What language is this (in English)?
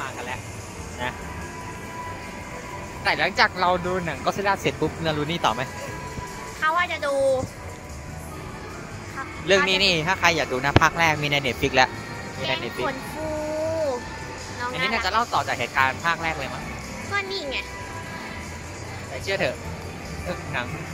Thai